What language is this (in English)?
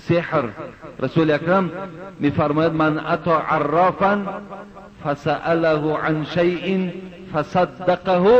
Tajik